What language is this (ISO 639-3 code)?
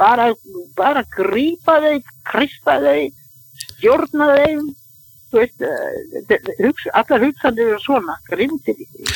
isl